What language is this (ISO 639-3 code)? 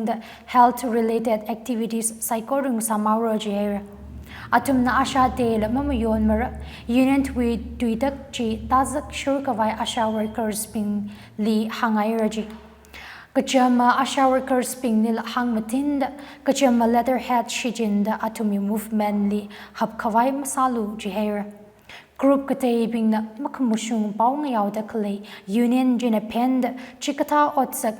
nmf